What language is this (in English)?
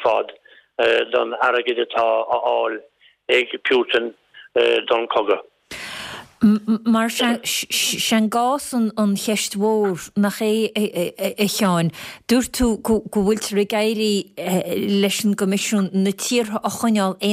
Irish